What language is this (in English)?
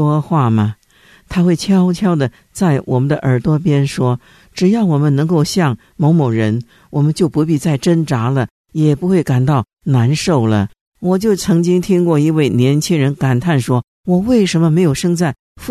Chinese